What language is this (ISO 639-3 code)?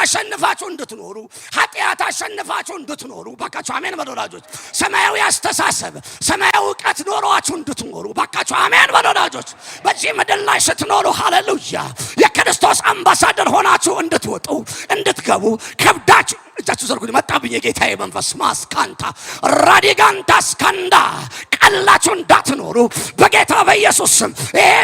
amh